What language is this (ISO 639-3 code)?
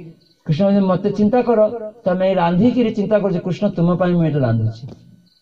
ori